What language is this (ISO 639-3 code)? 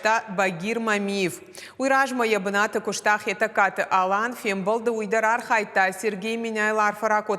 oss